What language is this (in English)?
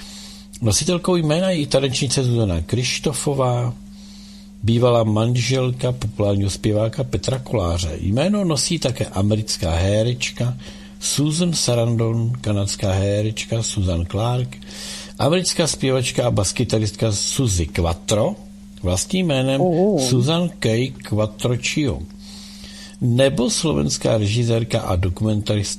Czech